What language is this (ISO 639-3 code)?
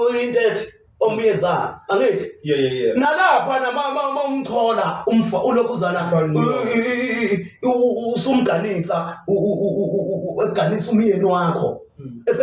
zul